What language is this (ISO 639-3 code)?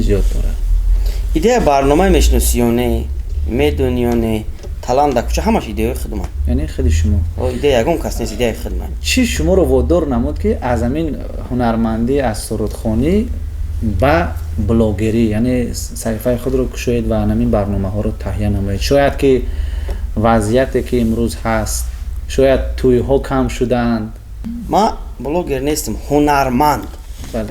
tgk